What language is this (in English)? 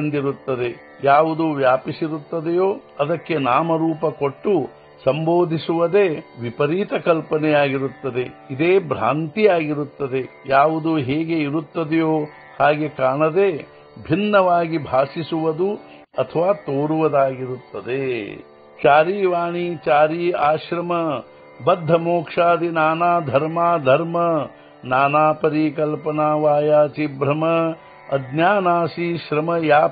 Kannada